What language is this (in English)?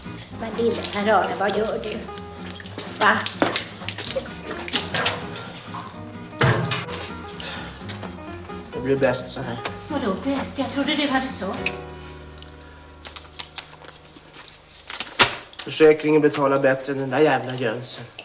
Swedish